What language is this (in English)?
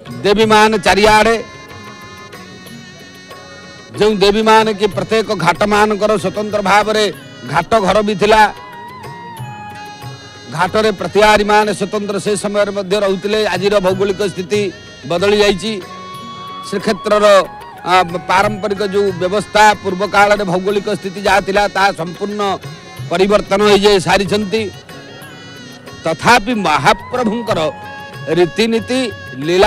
Odia